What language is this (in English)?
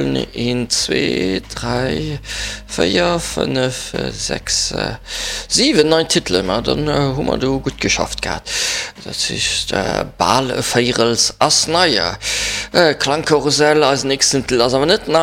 Luxembourgish